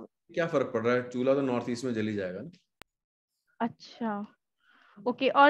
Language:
Hindi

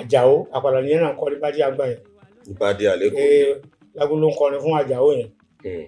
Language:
Yoruba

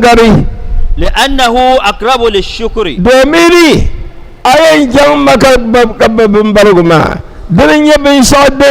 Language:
Dagbani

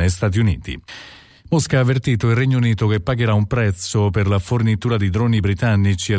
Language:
Italian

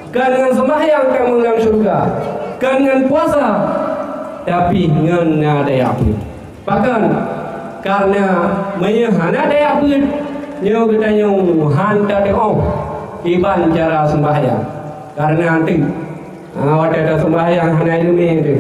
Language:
Achinese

